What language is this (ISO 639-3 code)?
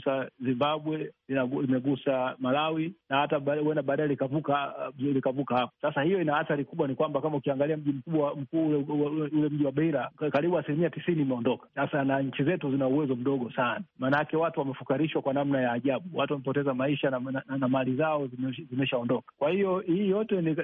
swa